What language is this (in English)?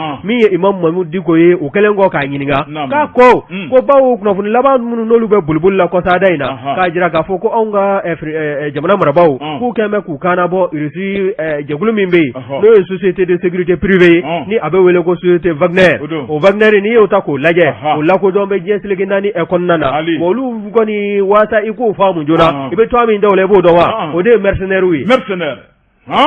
Bambara